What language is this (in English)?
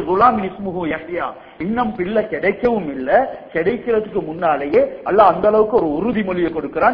Tamil